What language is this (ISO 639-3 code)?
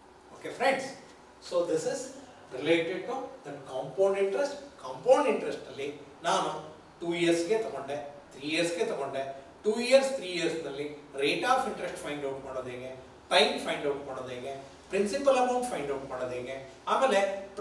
kan